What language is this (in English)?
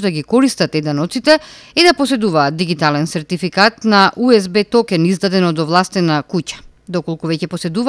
Macedonian